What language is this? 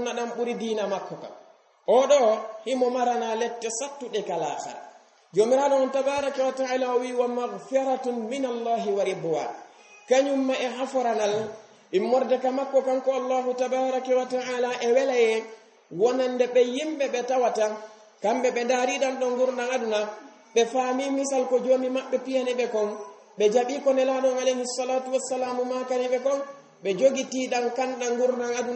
Fula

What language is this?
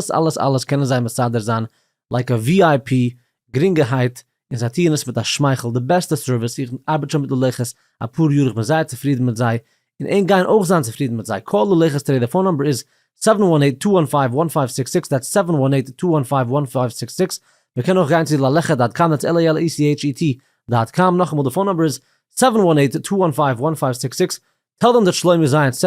Yiddish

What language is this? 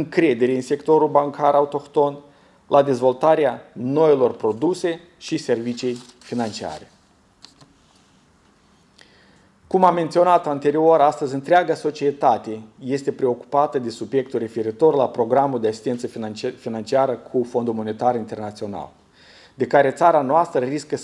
Romanian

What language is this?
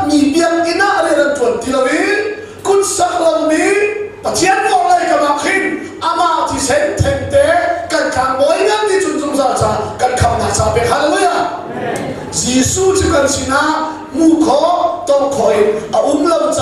Hakha Chin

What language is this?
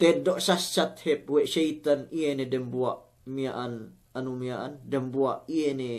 Yakan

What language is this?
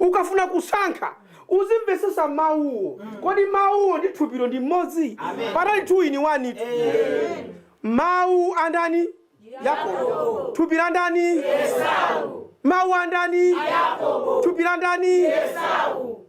Nyanja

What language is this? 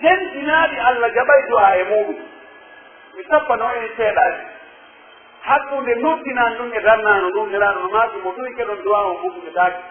Pular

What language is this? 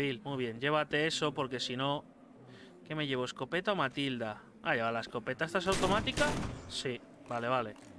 Spanish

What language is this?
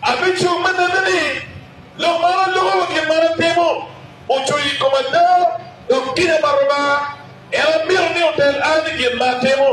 Acoli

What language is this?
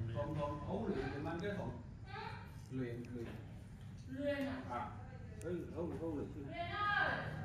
Vietnamese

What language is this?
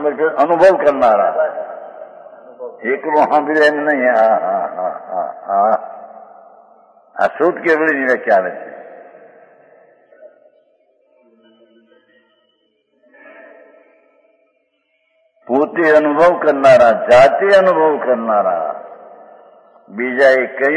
Gujarati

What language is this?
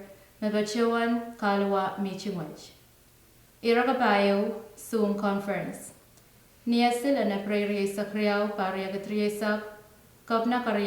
Pohnpeian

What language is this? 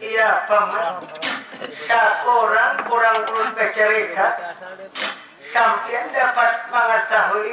Banjar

